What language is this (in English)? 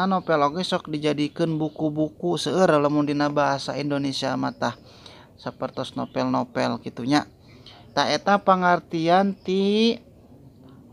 Sundanese